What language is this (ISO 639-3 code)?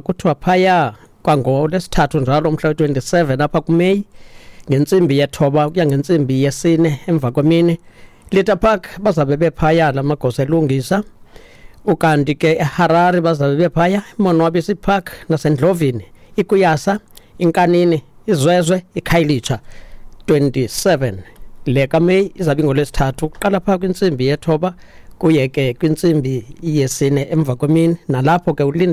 xho